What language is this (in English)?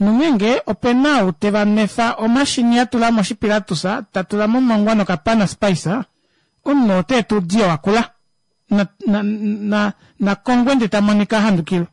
Kuanyama